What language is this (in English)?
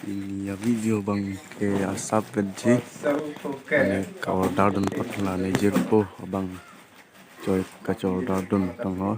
Karbi